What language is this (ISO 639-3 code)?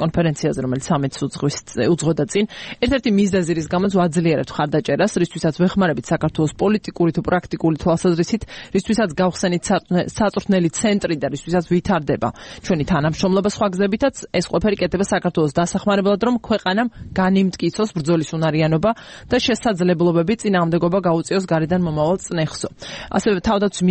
kat